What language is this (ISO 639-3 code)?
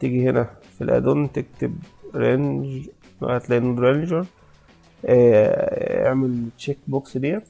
arz